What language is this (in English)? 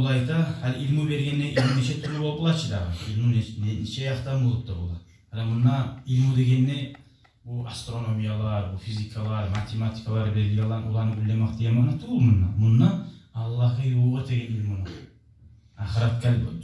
Kumyk